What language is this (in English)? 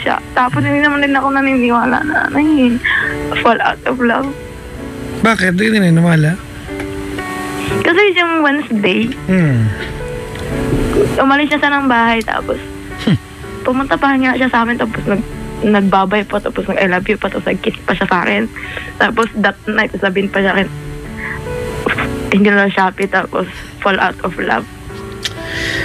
Filipino